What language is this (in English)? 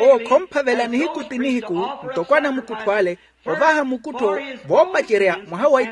Makhuwa